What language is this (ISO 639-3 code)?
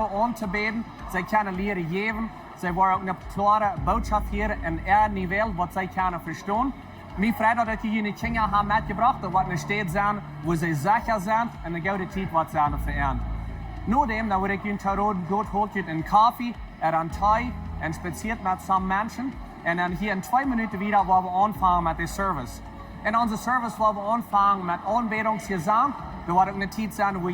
pdt